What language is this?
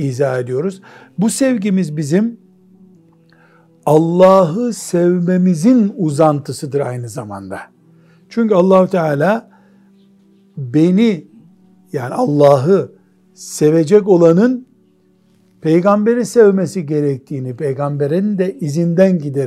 Turkish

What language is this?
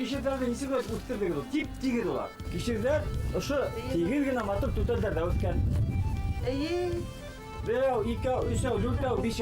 Bashkir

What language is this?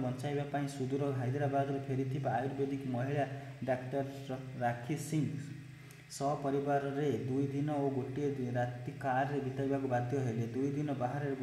Odia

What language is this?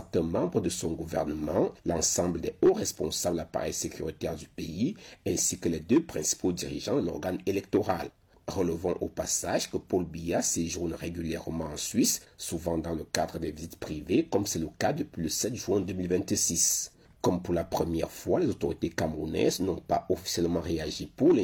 French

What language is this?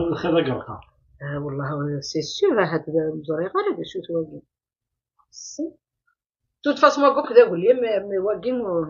Kabyle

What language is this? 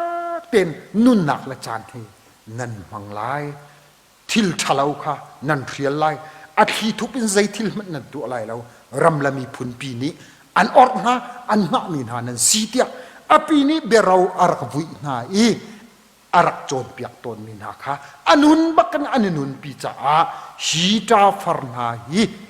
Hakha Chin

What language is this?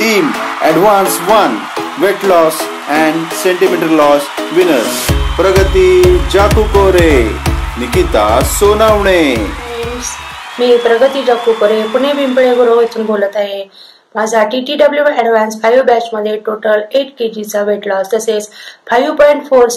Marathi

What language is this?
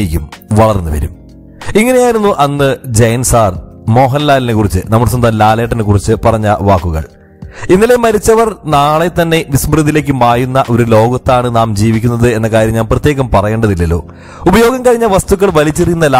Malayalam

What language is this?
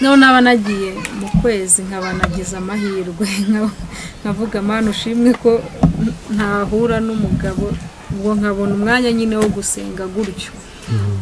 Kinyarwanda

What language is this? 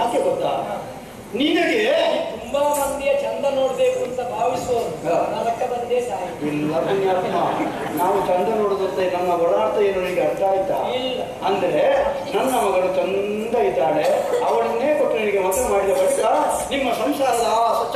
Kannada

